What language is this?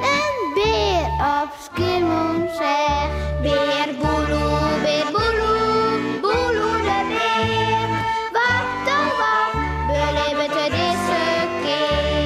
Western Frisian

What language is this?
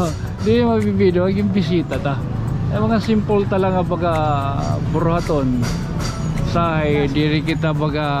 Waray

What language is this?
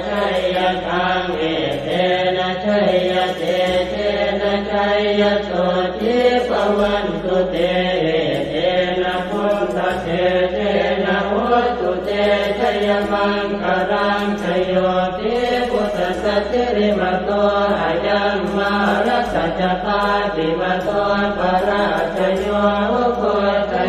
Pali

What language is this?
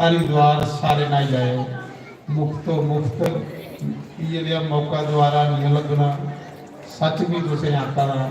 Dogri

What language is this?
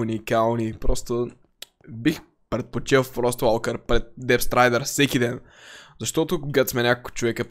Bulgarian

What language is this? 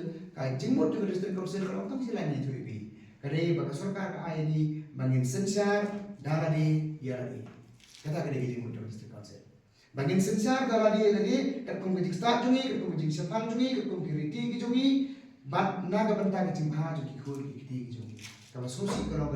Khasi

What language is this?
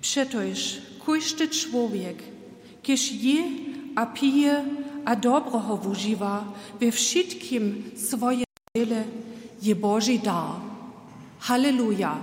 Upper Sorbian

